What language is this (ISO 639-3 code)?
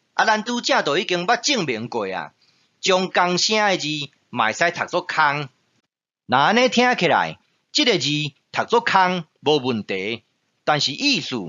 nan